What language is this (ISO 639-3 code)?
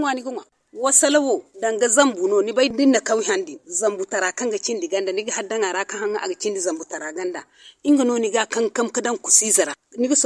hau